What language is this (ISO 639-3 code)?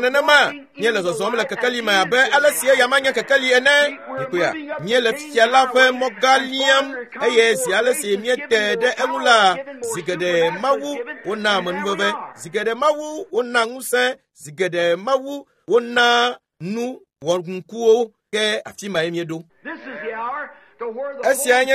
ewe